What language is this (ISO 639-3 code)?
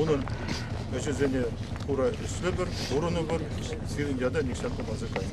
chv